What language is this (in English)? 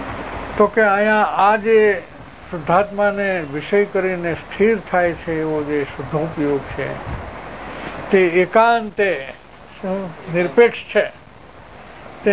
Gujarati